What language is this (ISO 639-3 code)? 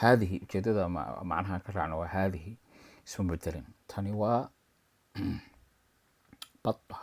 som